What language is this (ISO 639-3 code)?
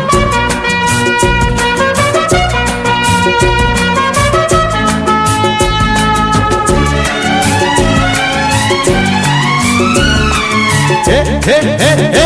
hin